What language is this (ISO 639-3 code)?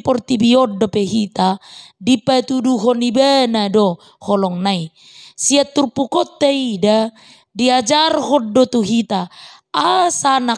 bbc